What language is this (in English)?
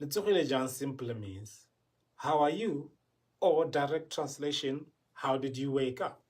Tswana